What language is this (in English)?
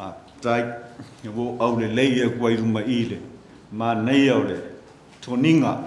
Samoan